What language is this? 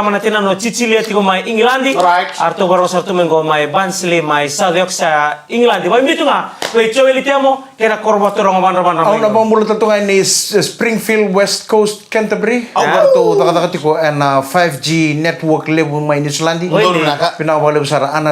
Fijian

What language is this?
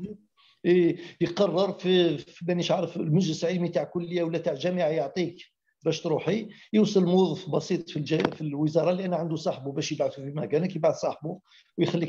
Algerian Arabic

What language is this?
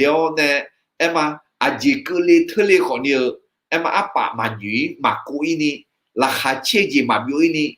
Akha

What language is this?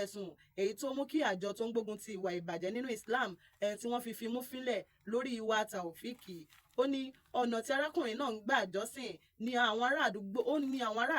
Yoruba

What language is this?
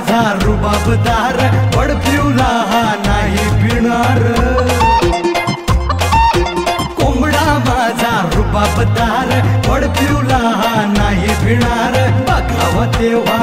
Marathi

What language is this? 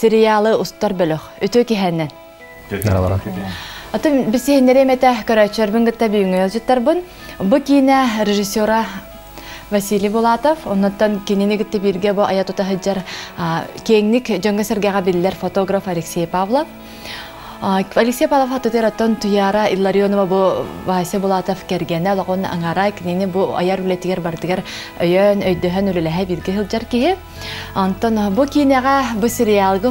Yakut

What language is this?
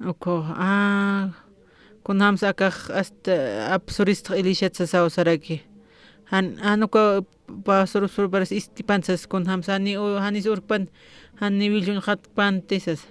Aymara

